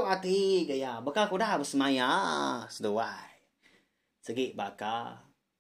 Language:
Iban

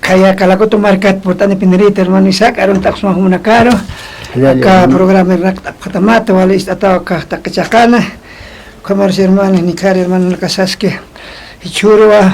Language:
Aymara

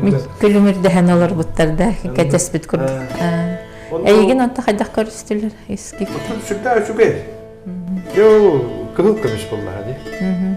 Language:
Yakut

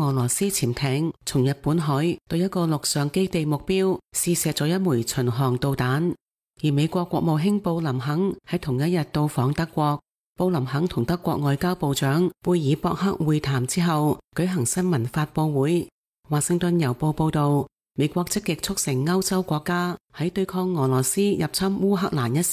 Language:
Cantonese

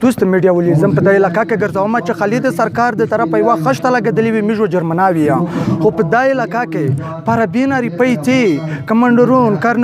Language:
Pashto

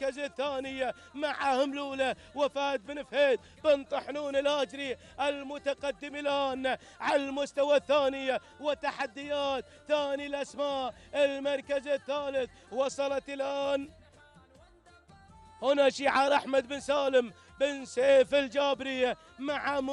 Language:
Gulf Arabic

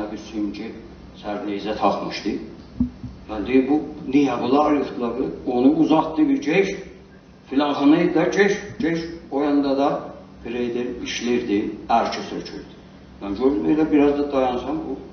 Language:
South Azerbaijani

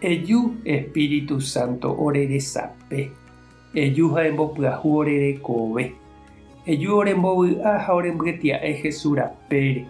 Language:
Guarani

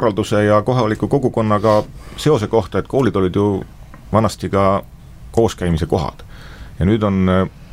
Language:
Estonian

